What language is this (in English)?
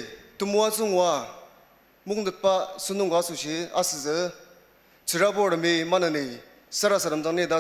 Ao Naga